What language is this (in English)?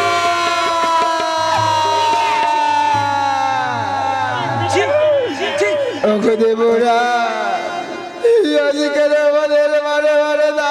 Bangla